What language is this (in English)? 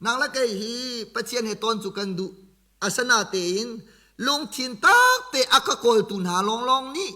Hakha Chin